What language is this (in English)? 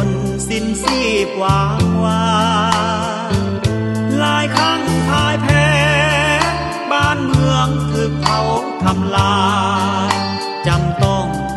Thai